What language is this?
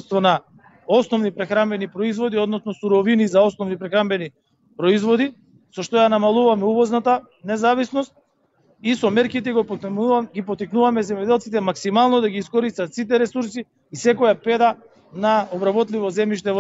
Macedonian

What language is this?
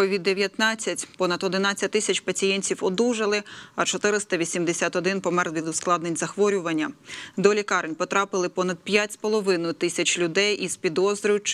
Ukrainian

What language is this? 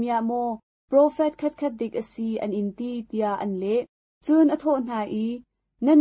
Hakha Chin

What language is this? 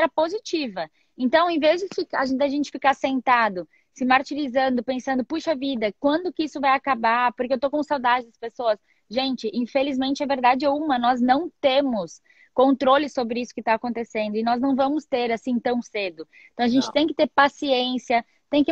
Portuguese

